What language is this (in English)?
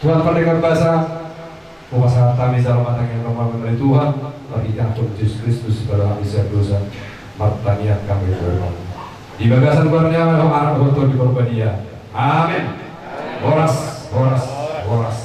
Batak Toba